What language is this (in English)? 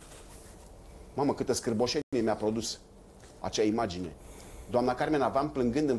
Romanian